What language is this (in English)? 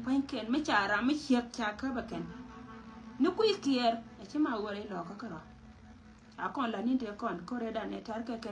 Nuer